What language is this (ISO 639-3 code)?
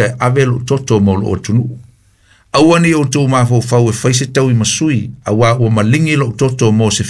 smo